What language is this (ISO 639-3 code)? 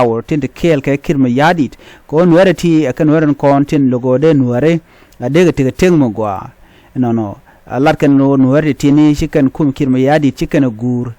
nus